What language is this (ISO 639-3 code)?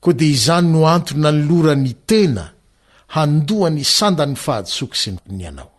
mlg